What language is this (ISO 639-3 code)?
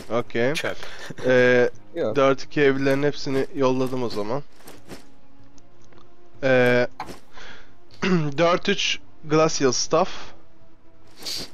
tur